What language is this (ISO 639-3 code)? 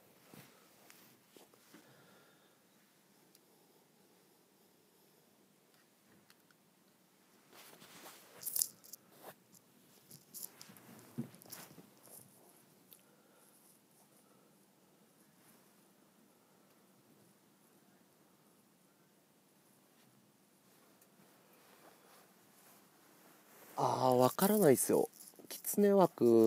jpn